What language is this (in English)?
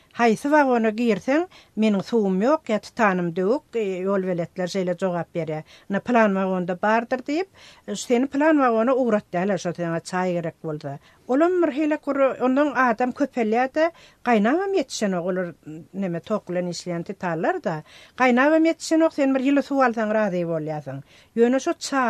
Turkmen